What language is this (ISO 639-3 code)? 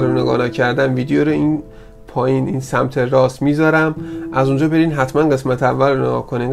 fas